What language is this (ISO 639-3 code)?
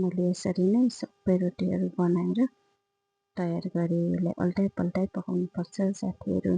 nep